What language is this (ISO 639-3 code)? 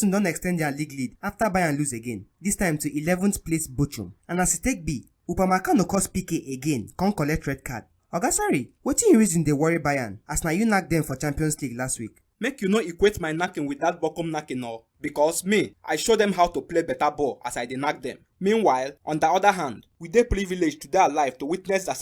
pcm